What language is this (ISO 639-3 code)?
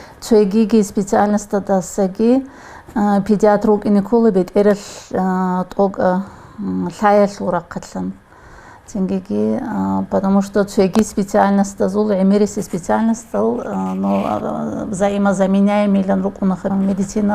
ava